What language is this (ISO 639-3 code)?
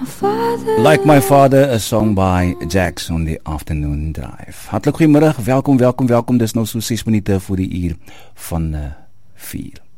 afr